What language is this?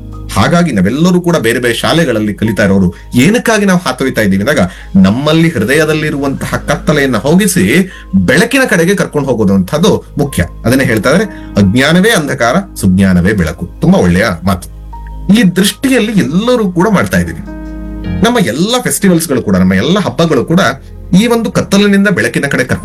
Kannada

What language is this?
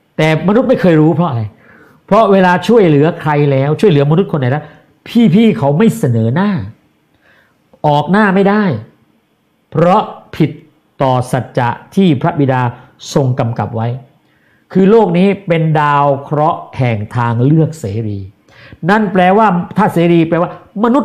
Thai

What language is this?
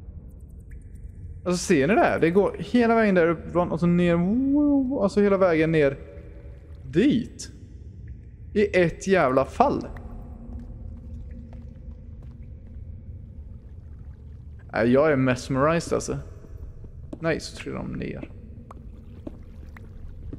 Swedish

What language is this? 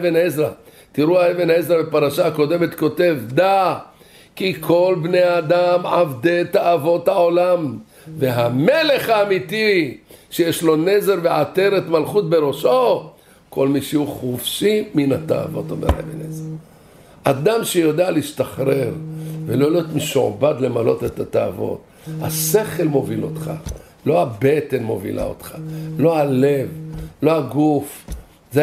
Hebrew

